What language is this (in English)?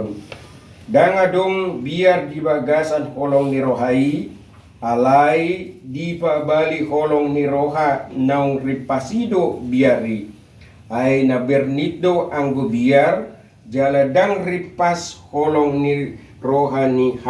Batak Toba